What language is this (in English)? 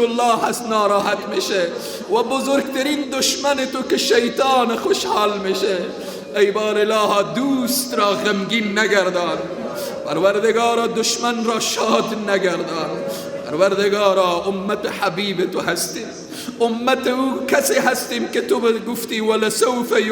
Persian